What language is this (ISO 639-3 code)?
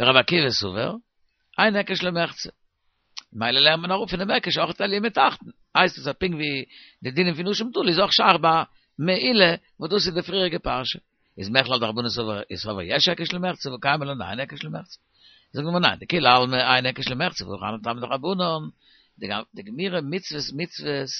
yid